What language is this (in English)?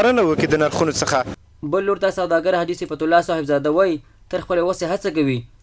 Pashto